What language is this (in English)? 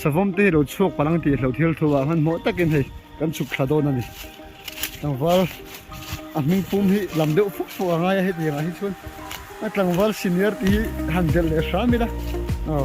Mizo